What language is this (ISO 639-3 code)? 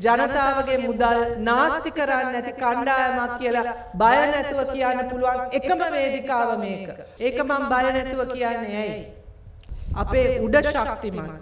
sin